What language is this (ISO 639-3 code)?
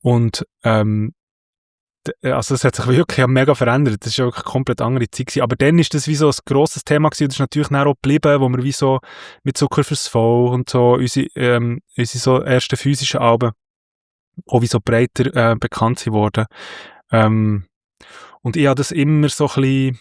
gsw